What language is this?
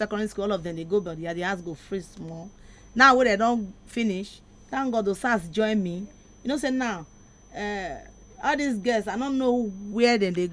Nigerian Pidgin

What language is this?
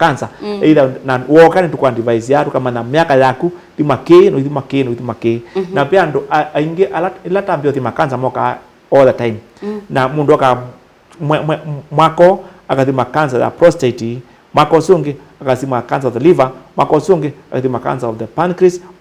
Kamba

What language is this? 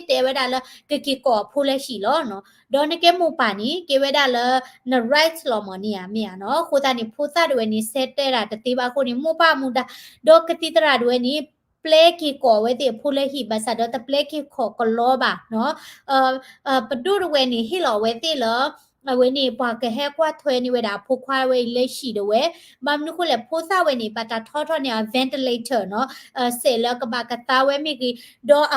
S'gaw Karen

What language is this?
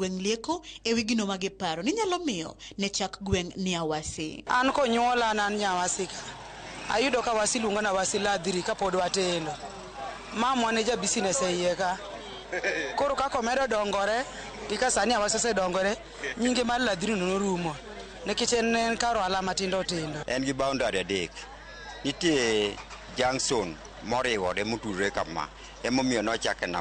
Luo (Kenya and Tanzania)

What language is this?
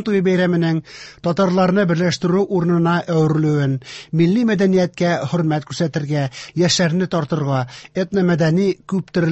Tatar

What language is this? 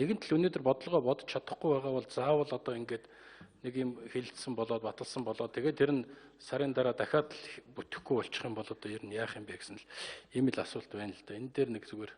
Mongolian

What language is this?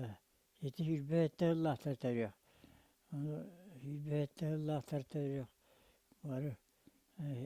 Yakut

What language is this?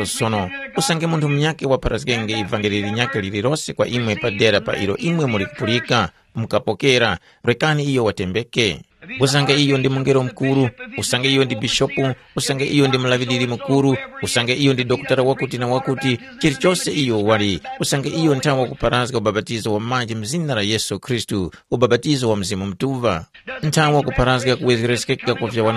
Tumbuka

